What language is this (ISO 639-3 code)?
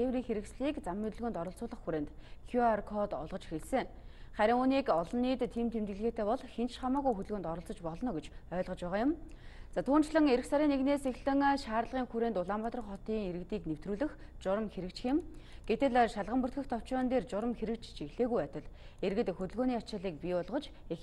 mon